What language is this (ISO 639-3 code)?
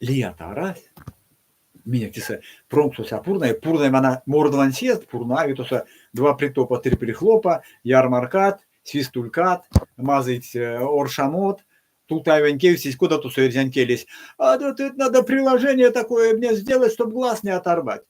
myv